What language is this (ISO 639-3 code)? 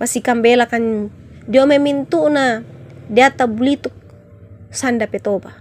sda